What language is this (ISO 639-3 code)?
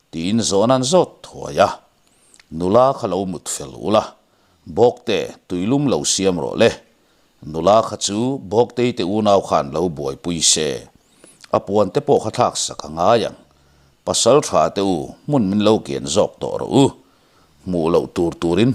lus